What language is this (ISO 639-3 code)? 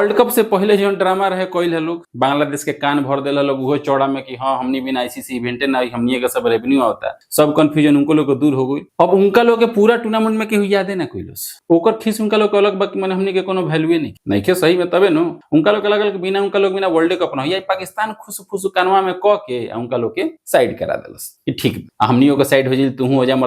bho